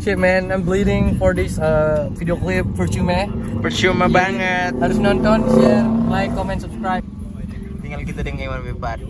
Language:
Manado Malay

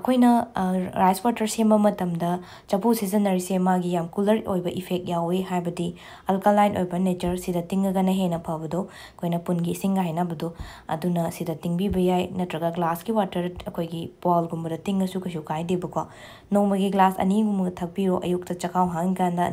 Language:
Manipuri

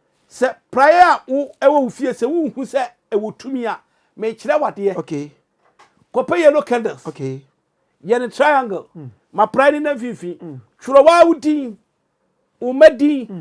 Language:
Akan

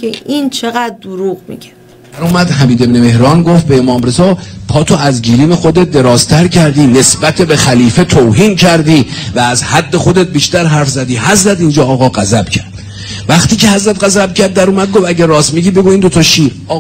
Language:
Persian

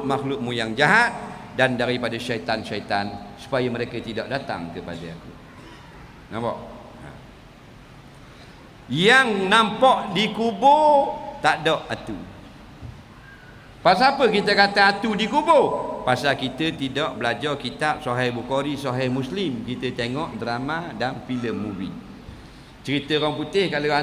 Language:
Malay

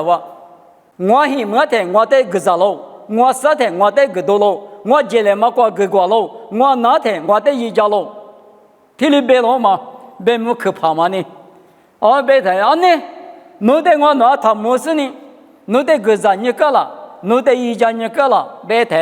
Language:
Lisu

